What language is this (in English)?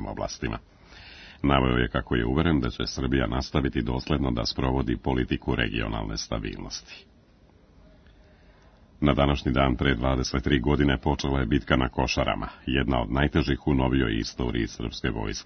Serbian